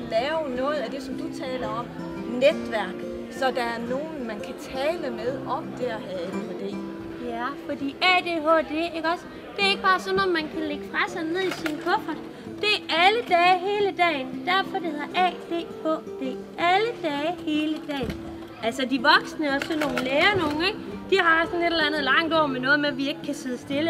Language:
Danish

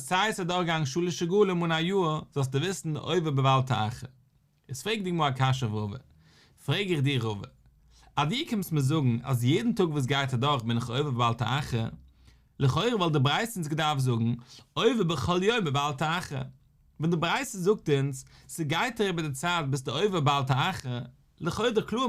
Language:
Yiddish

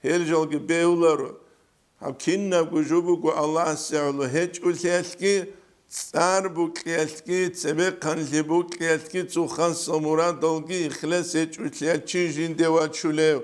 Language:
Avaric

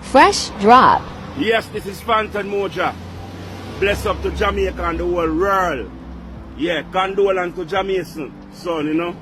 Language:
Jamaican Creole English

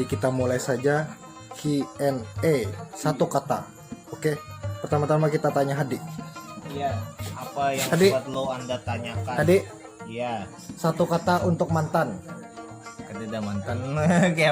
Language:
Banjar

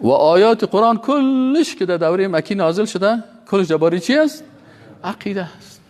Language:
Persian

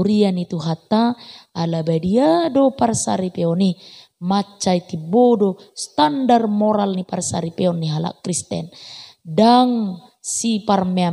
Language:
Batak Toba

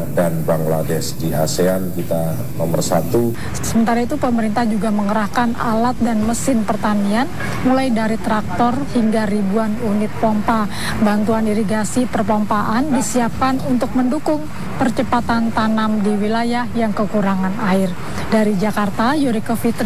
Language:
Indonesian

